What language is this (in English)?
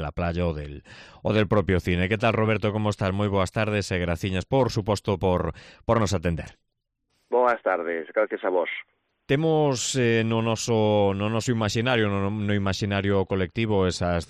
Galician